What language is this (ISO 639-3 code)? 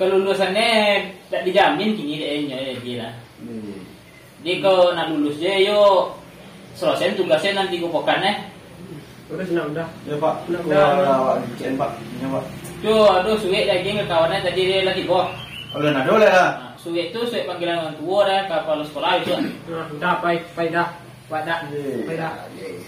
min